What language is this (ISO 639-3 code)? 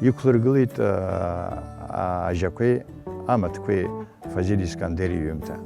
abk